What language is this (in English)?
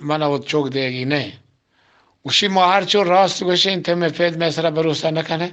Eastern Balochi